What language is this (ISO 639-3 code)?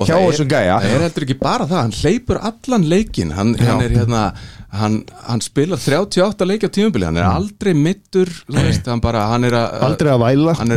isl